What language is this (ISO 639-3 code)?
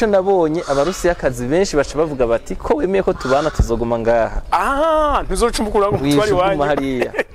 run